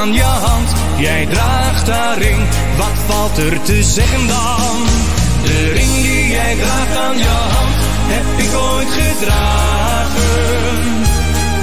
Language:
Dutch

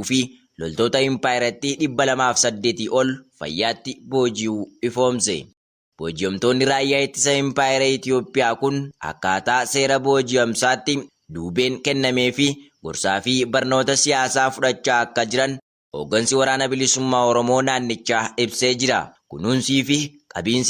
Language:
Oromo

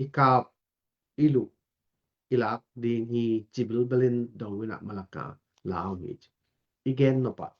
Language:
Tedim Chin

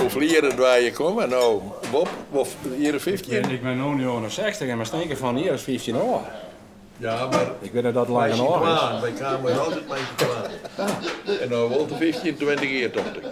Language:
Western Frisian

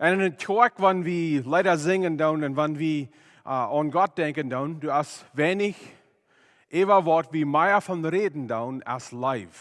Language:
Plautdietsch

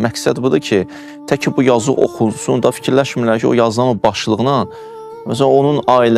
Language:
Azerbaijani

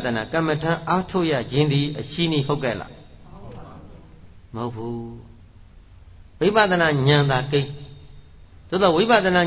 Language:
Burmese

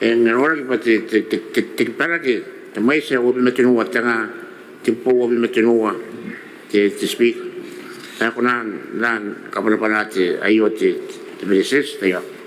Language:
Gilbertese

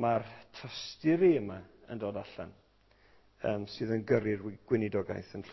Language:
Welsh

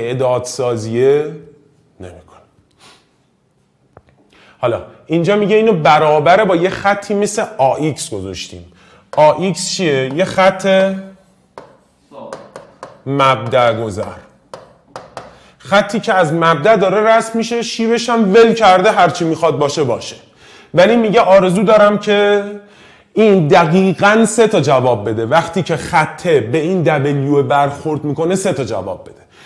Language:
Persian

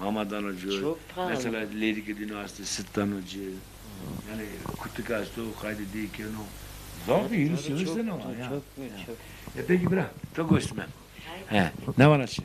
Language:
Zaza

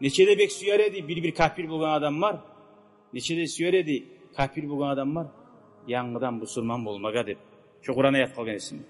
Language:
Kumyk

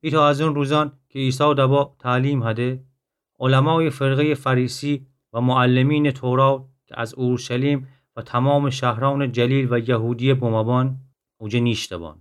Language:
Gilaki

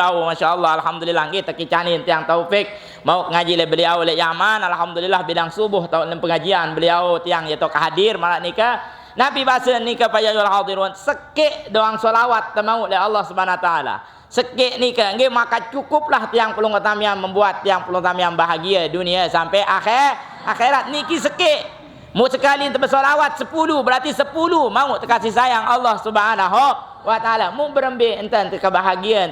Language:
Sasak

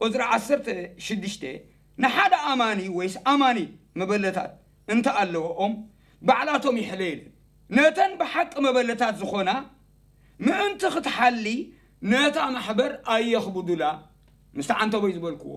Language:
Tigrinya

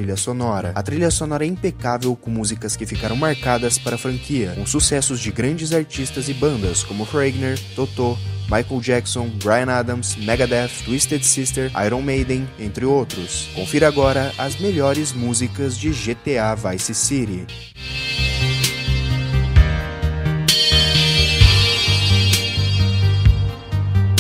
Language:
Portuguese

